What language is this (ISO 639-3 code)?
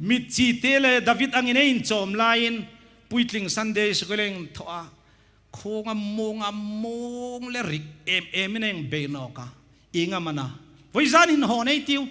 hmr